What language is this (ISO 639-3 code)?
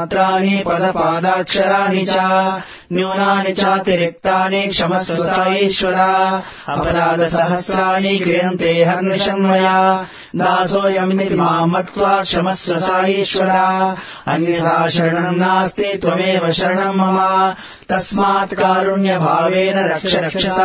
san